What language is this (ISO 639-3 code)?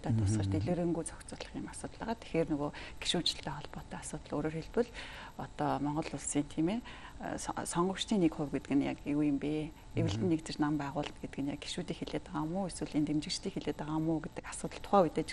mon